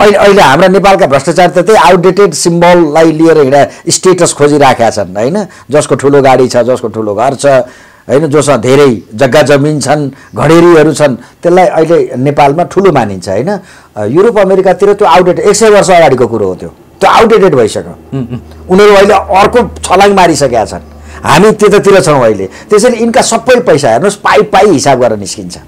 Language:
Nepali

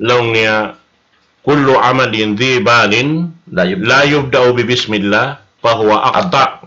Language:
Tausug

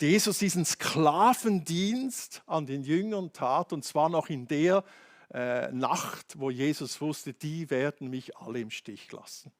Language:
Swiss German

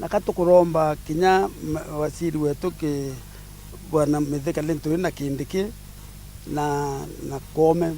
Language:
Meru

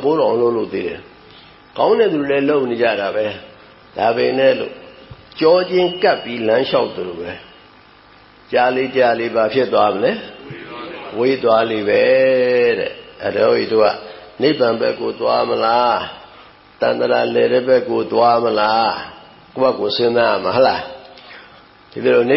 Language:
Burmese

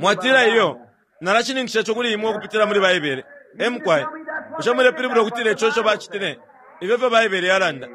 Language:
Bemba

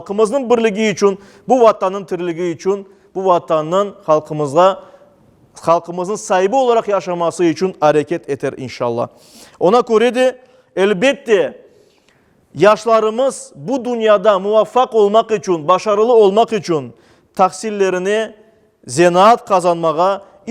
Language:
Crimean Tatar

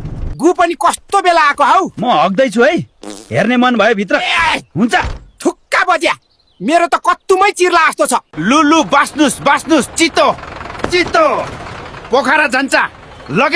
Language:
Nepali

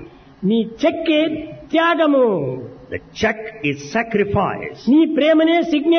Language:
Telugu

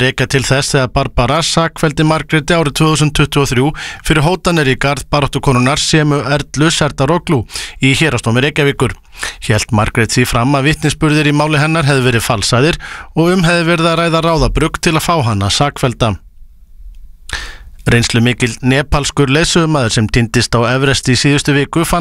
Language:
Icelandic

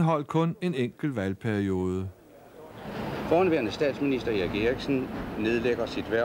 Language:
Danish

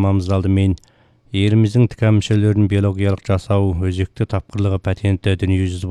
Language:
Kazakh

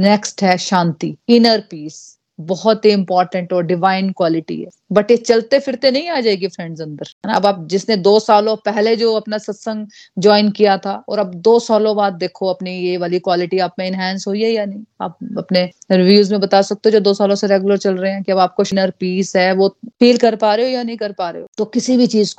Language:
Hindi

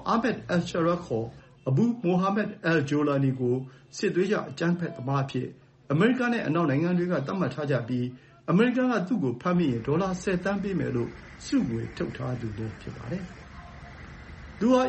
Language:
Burmese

